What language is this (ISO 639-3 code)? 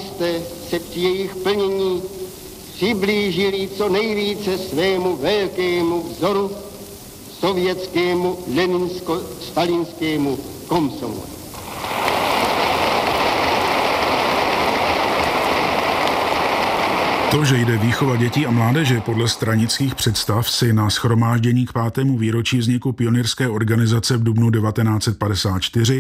ces